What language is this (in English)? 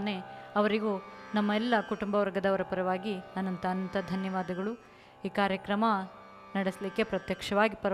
Kannada